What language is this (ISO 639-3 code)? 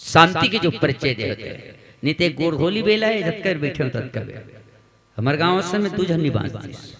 hne